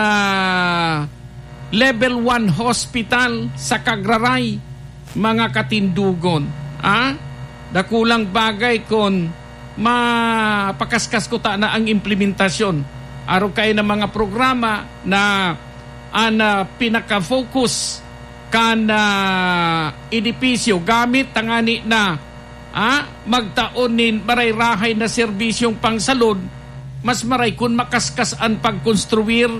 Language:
Bikol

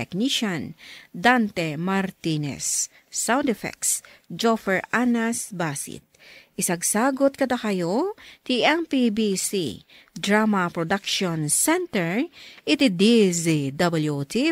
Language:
Iloko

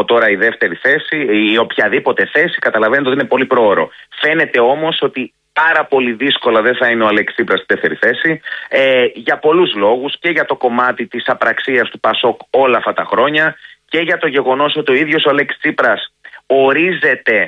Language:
Greek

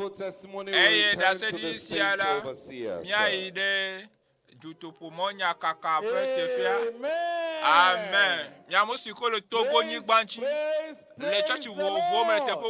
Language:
Ewe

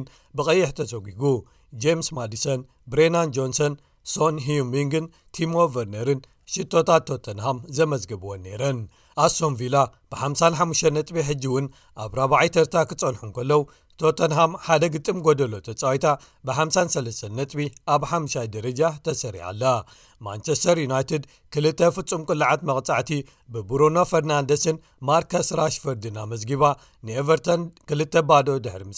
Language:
Tigrinya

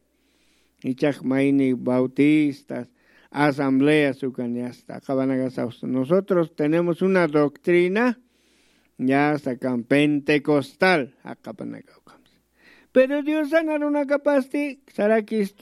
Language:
Aymara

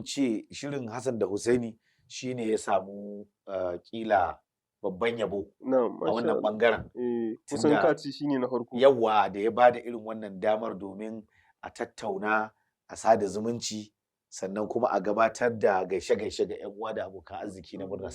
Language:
Hausa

